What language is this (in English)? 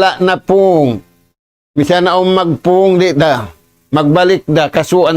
Tausug